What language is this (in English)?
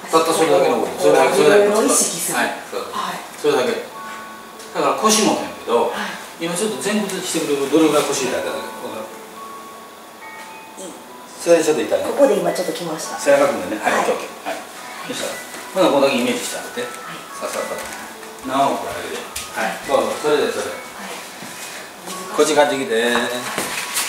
Japanese